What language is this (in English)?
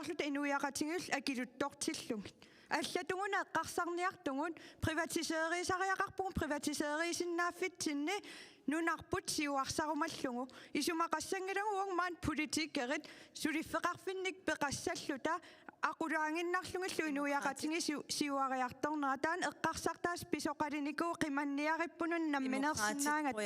Kalaallisut